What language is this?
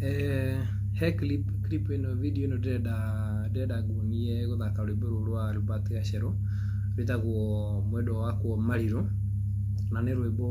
Kikuyu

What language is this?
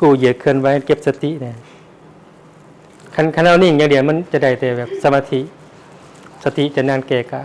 Lao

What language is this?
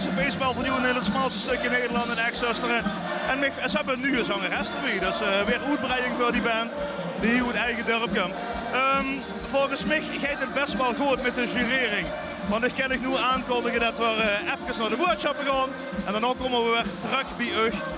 Limburgish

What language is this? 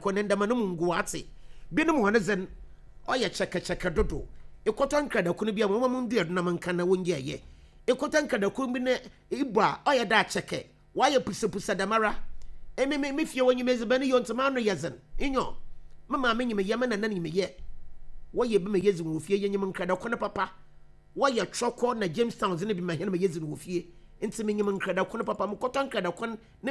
Akan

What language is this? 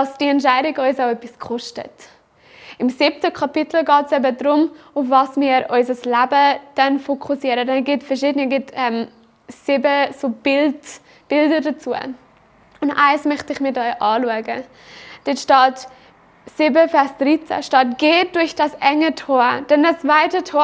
Swiss German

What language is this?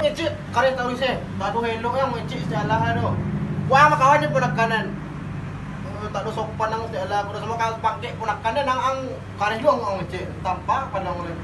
Minangkabau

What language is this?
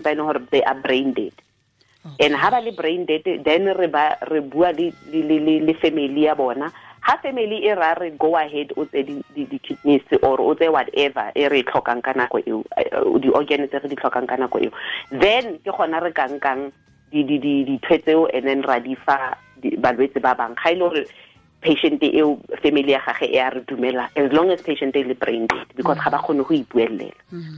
Tswana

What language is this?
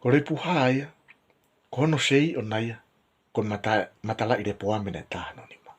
Tongan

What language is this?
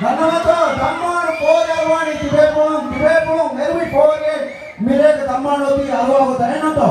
Divehi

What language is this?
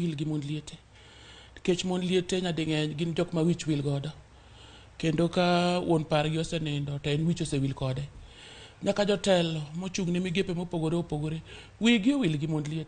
Luo (Kenya and Tanzania)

